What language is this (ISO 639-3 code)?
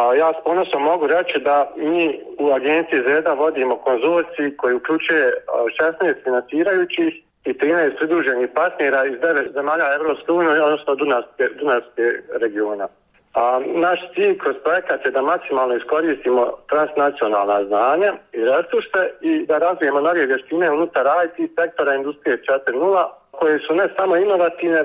bos